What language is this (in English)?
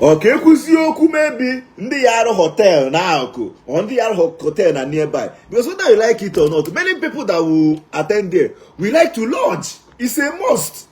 Igbo